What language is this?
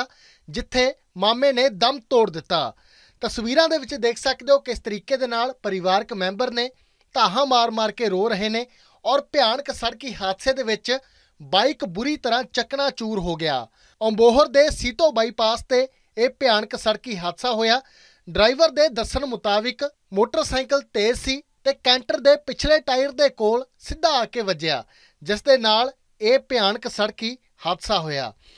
Punjabi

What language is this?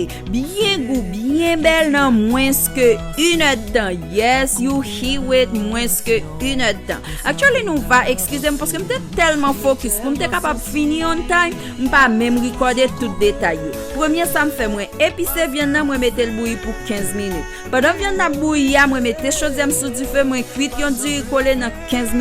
Haitian Creole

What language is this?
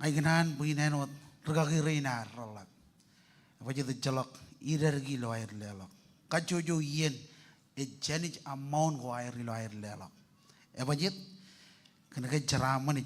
Marshallese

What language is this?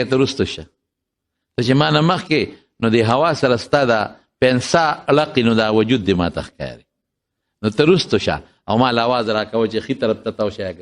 Pashto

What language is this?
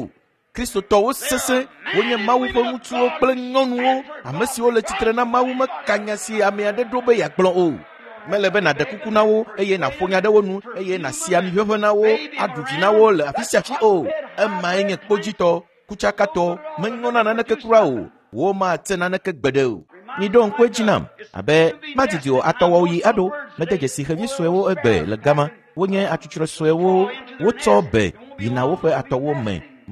Ewe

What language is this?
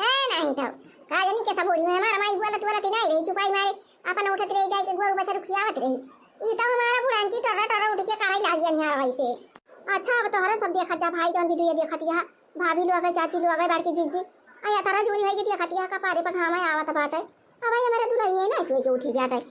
Awadhi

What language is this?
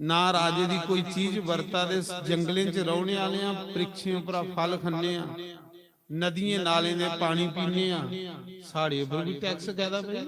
Dogri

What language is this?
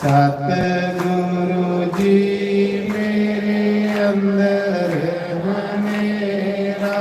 Dogri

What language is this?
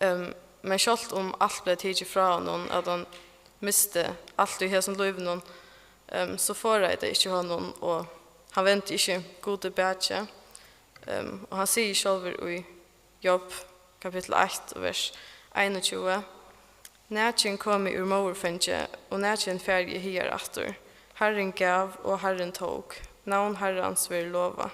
Faroese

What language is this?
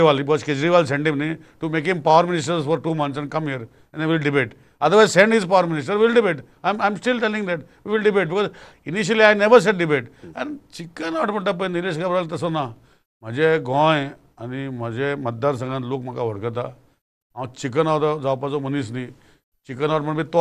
Konkani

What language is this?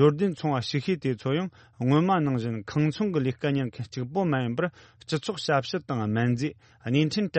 Tibetan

